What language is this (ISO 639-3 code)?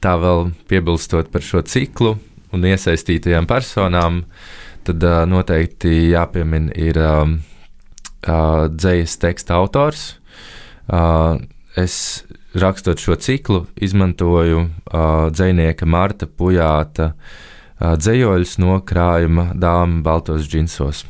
lav